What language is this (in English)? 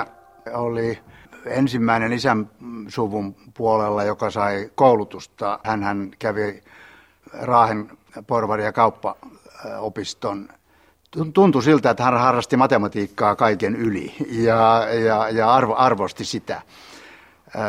Finnish